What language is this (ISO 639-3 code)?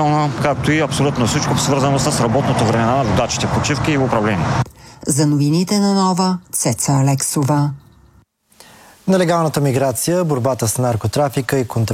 bul